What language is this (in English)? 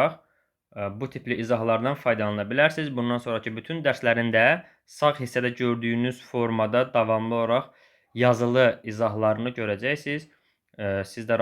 Azerbaijani